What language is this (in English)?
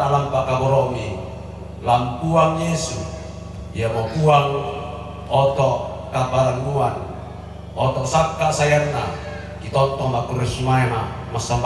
Toraja-Sa'dan